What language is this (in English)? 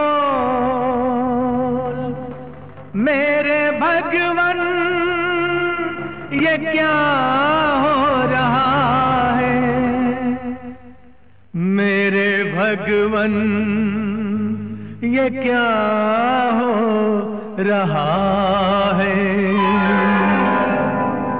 Hindi